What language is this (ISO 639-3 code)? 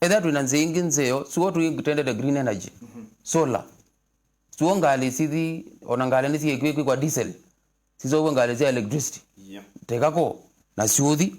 kam